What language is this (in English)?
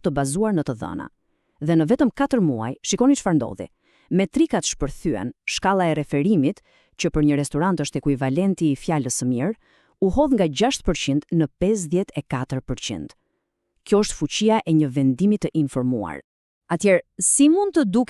Albanian